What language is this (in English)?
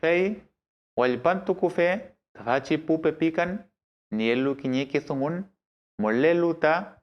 Mapuche